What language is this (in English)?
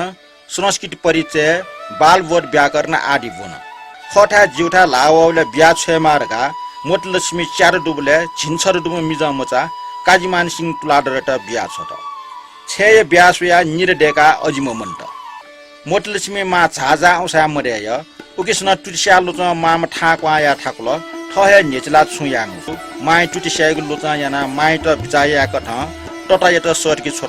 Newari